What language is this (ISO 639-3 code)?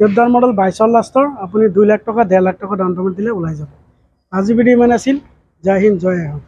asm